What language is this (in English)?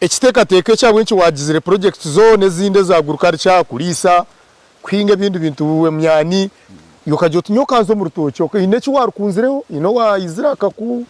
Nyankole